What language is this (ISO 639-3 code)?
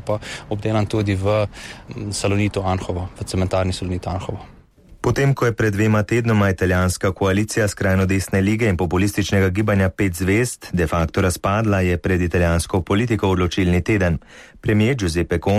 slv